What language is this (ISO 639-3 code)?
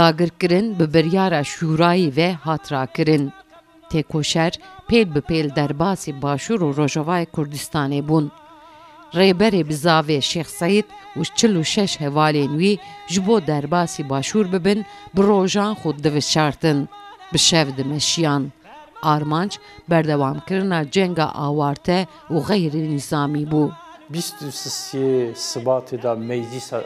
kur